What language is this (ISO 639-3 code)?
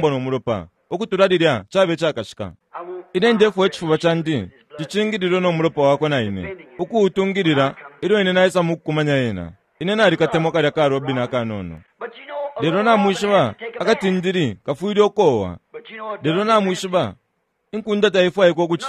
bem